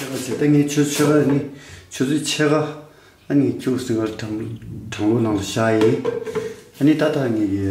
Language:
Tibetan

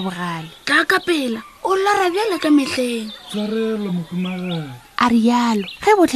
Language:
Northern Sotho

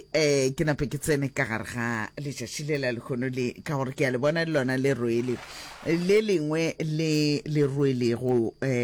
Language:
Northern Sotho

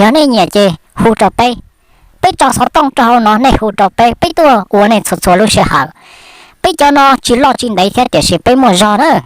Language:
Hmong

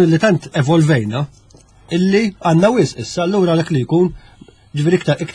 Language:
Maltese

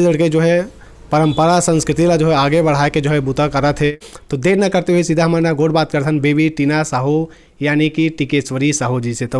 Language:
Chhattisgarhi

